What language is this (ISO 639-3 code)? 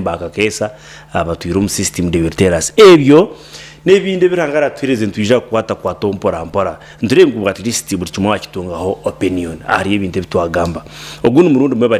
nyn